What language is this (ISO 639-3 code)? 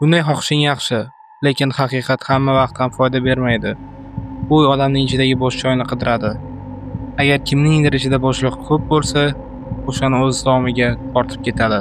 uzb